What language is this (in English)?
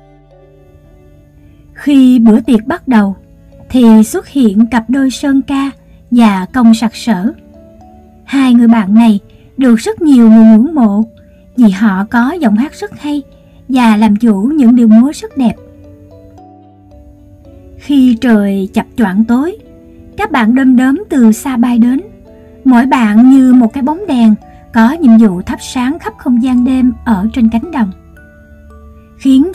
Vietnamese